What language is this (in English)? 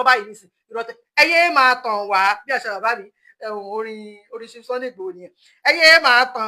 Yoruba